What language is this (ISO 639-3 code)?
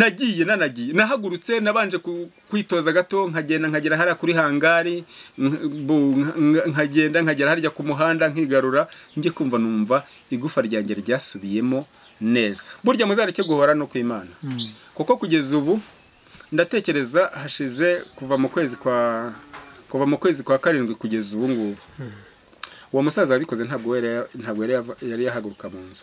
kin